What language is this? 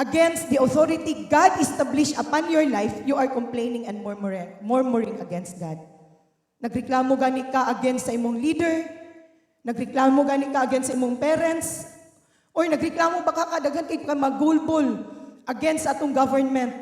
Cebuano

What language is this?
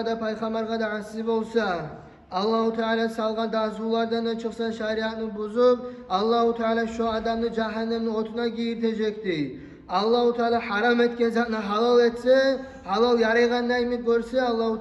Kumyk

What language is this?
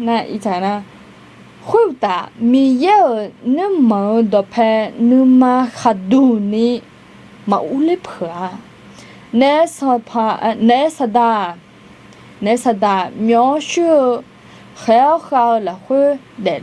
Akha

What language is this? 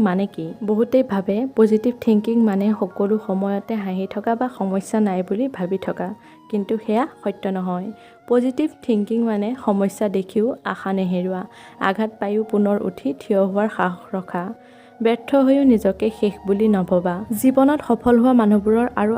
Assamese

